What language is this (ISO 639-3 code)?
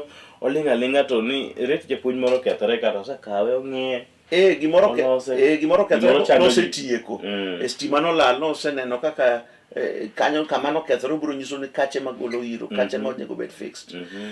luo